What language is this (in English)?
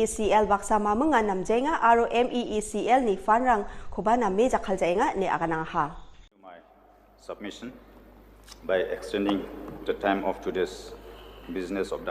Garo